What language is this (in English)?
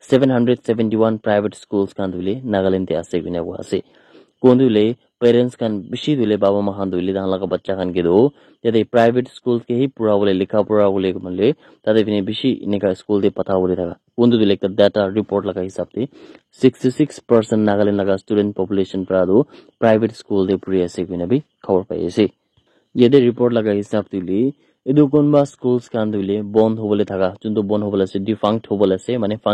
Naga Pidgin